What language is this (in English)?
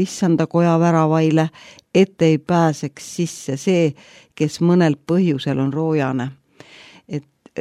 Estonian